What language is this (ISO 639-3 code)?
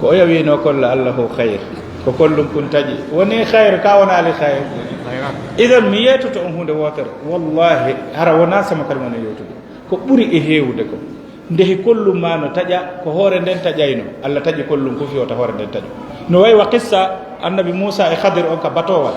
ful